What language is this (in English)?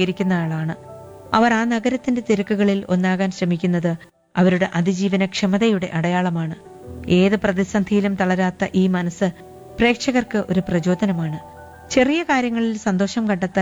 Malayalam